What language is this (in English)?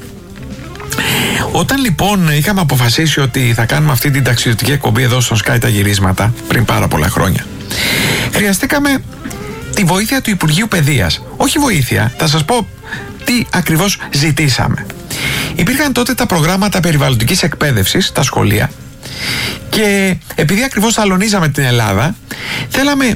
Greek